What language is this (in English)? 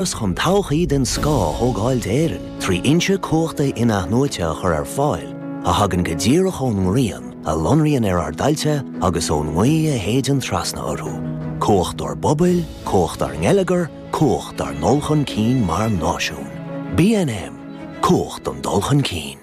Irish